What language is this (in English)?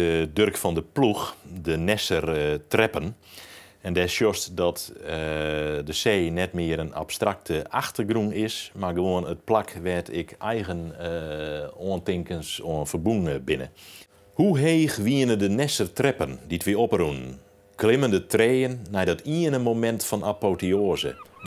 Western Frisian